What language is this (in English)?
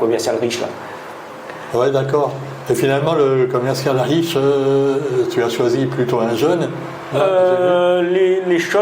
Réunion Creole French